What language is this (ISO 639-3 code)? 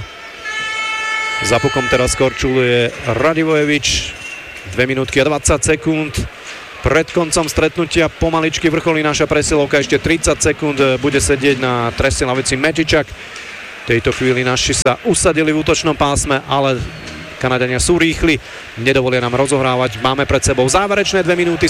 slk